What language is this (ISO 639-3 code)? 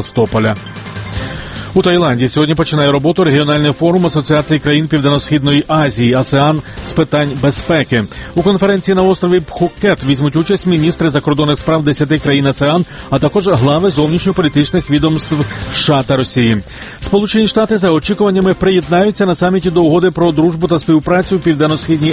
ukr